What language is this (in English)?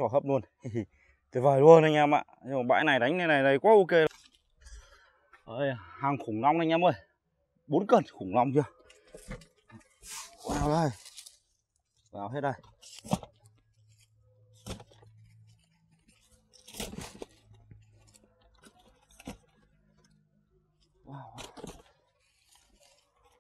Vietnamese